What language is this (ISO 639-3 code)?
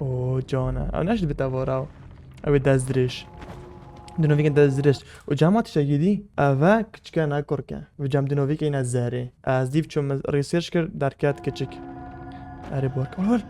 kur